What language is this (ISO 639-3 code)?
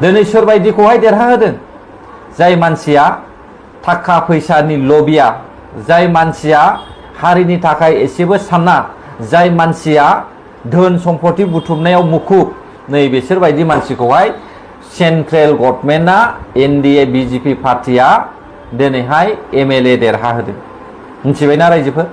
brx